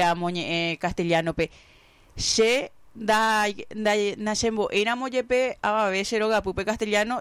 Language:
Guarani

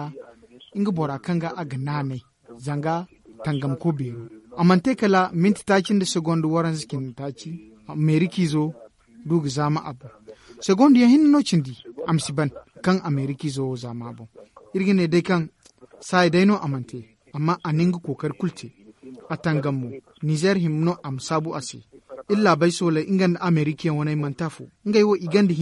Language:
Zarma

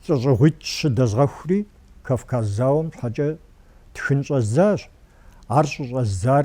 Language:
Kabardian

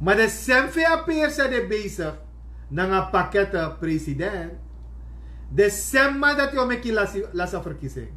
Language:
Sranan Tongo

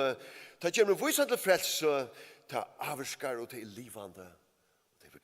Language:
Faroese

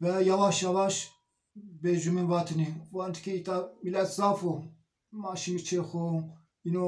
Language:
Zaza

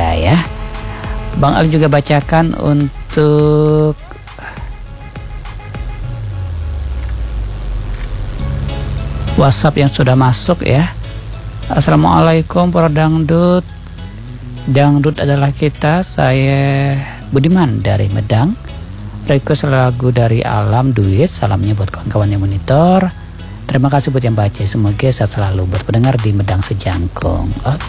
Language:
Indonesian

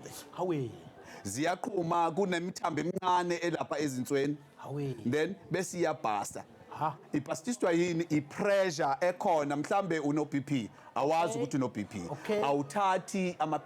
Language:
Zulu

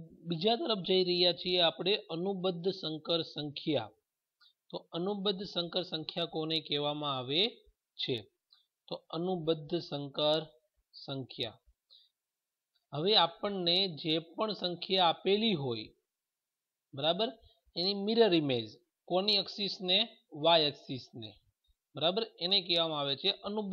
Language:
Gujarati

